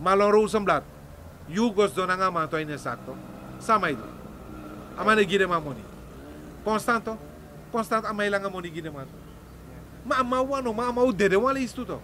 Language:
Sranan Tongo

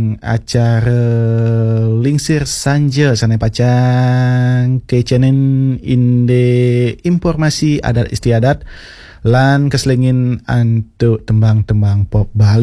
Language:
Balinese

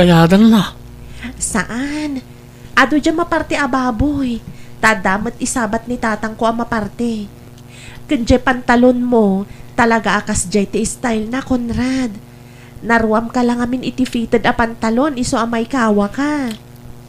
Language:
Iloko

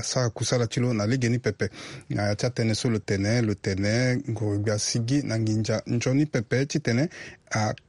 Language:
Sango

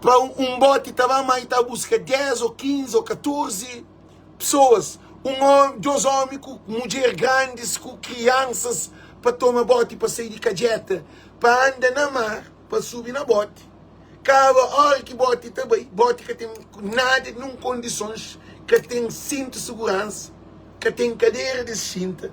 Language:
Kabuverdianu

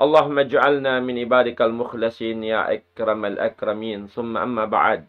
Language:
Tausug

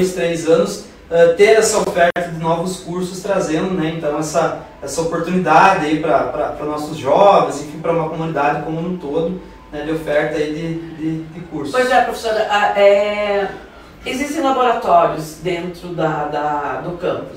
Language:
Portuguese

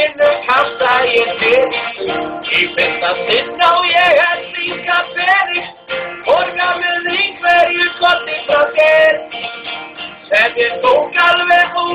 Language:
Icelandic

